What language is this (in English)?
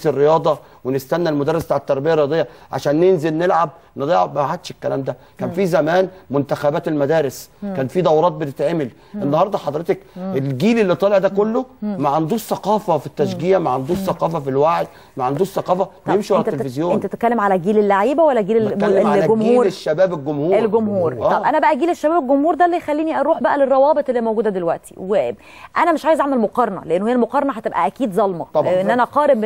Egyptian Arabic